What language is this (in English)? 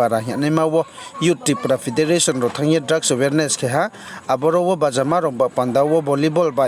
Riang (India)